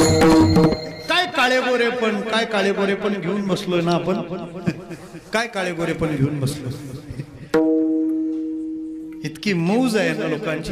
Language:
Marathi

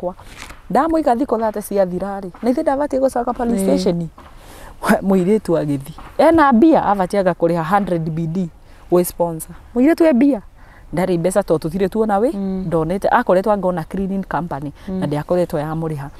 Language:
Kikuyu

